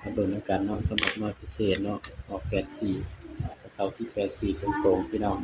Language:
Northeastern Thai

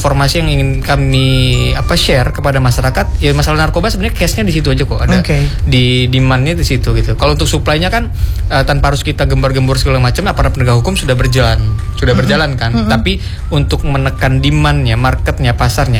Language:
Indonesian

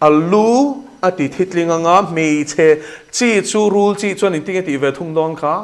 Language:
Mizo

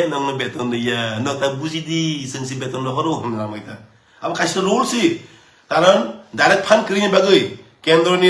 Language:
Kok Borok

